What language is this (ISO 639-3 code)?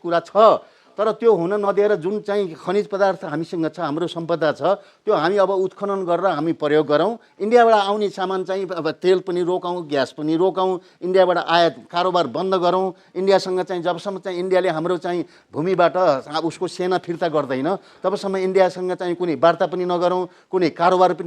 nep